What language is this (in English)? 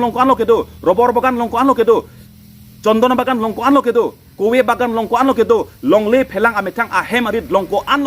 Karbi